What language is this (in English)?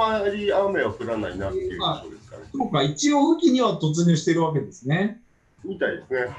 Japanese